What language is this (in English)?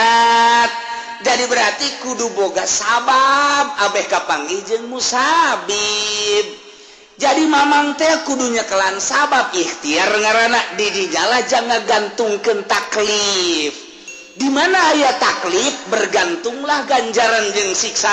Sundanese